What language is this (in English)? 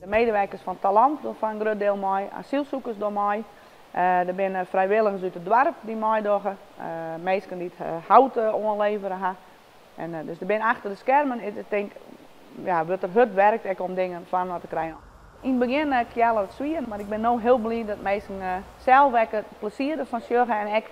Western Frisian